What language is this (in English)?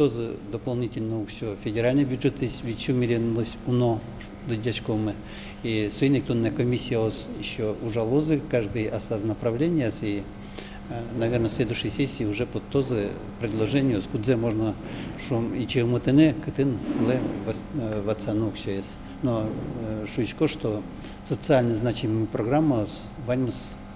Udmurt